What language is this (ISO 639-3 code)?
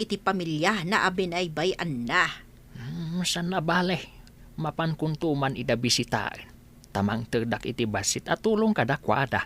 ilo